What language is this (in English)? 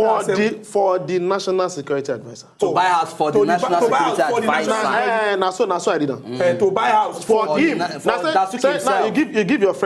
Nigerian Pidgin